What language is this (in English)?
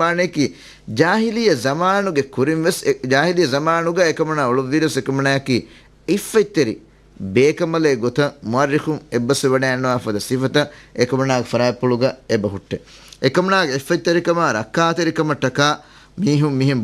Divehi